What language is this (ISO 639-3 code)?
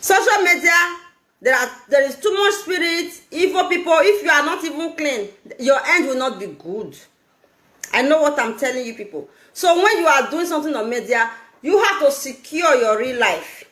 pcm